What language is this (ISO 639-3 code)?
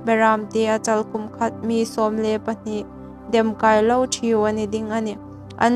hmr